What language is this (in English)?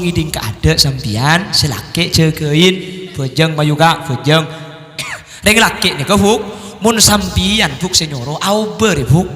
Madurese